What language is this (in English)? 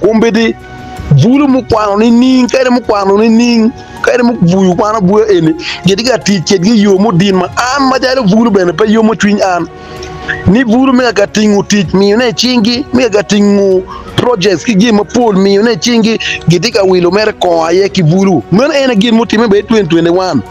Acoli